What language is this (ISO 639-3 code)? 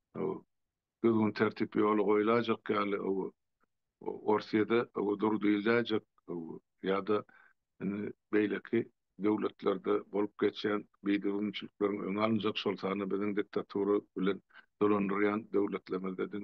tuk